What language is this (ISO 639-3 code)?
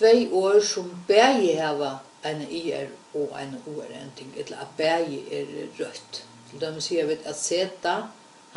fao